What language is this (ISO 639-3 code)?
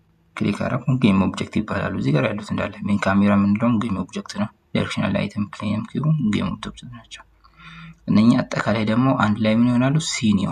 amh